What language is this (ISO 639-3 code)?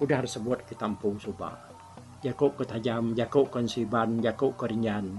iba